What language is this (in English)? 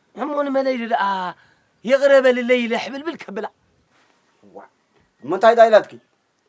Tigrinya